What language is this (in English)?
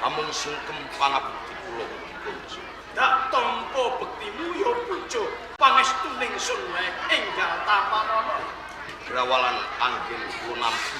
Javanese